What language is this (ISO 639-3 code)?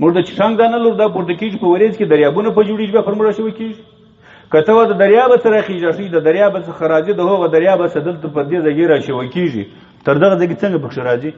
pus